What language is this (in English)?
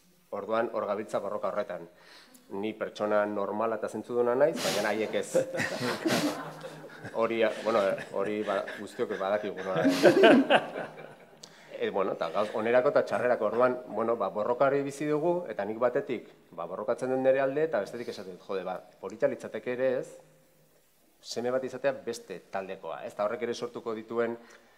Basque